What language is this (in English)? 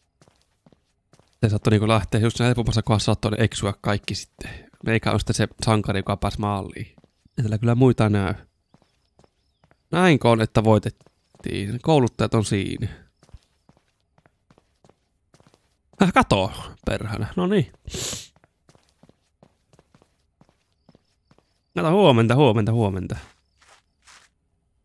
Finnish